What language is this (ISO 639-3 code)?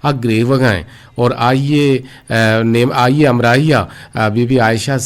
bgp